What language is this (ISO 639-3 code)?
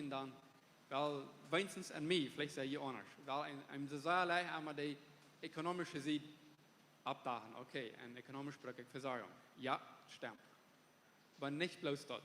pdt